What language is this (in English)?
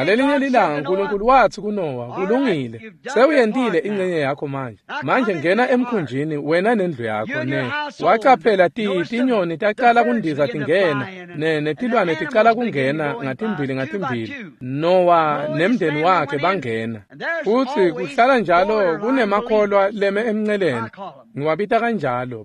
Swati